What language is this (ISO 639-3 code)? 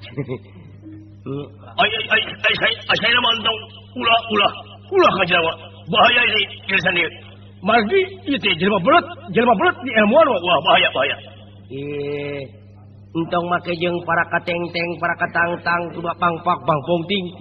sun